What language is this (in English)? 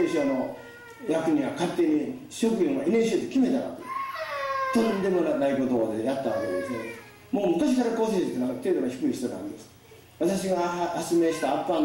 Japanese